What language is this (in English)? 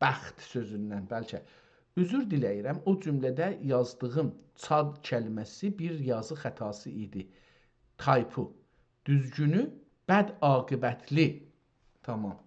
South Azerbaijani